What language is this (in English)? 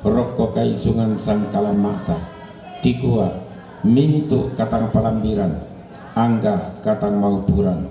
Toraja-Sa'dan